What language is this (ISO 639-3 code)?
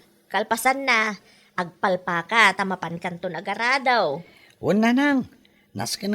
ilo